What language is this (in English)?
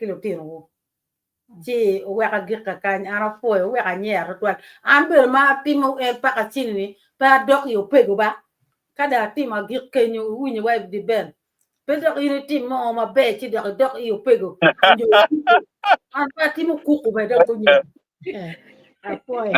Acoli